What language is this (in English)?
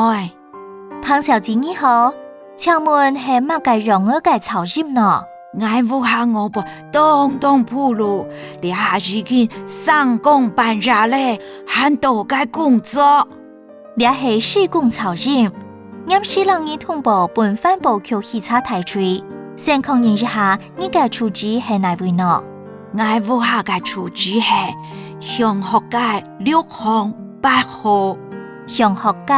Hakka Chinese